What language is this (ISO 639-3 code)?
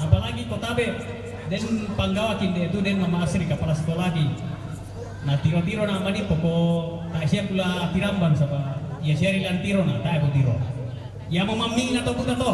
sda